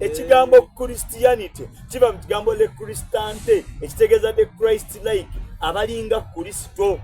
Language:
Soga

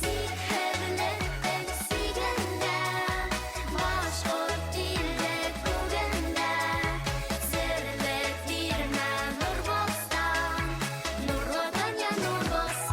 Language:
Bashkir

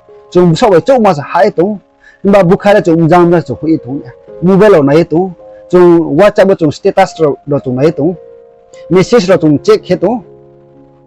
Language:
Riang (India)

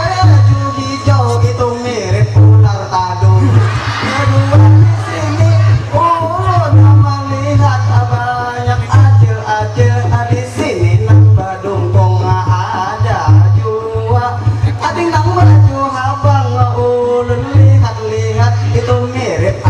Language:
Banjar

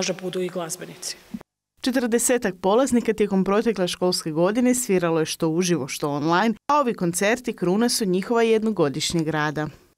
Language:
Croatian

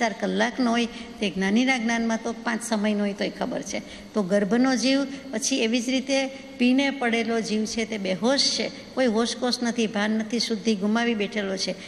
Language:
Gujarati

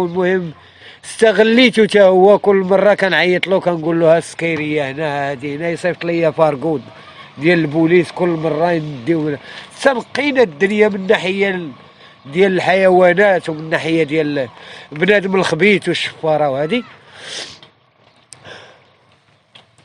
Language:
Moroccan Arabic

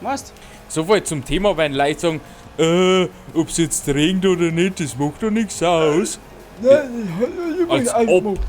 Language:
Bavarian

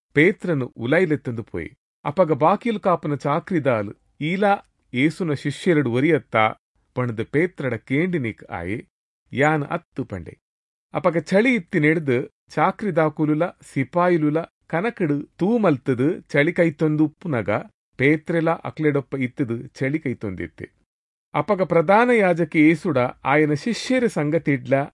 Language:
Tulu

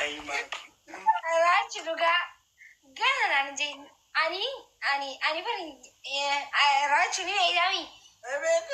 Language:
Oromo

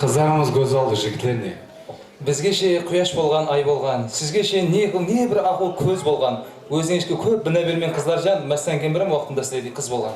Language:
Kara-Kalpak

